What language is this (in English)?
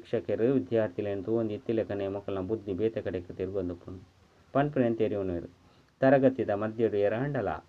Tulu